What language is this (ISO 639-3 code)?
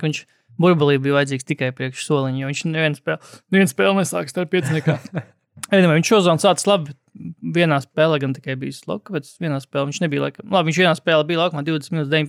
lav